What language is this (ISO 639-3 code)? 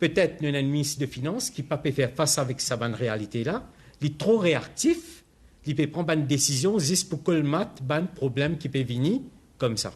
mfe